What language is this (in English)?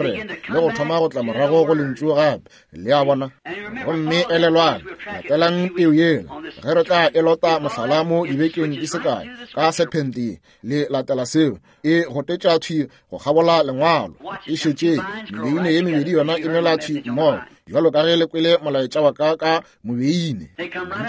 Northern Sotho